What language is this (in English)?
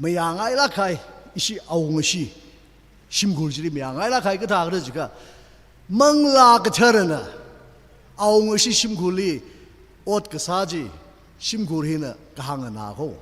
Tangkhul Naga (India)